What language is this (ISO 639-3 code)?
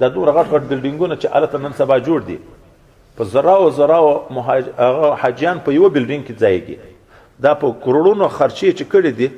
pus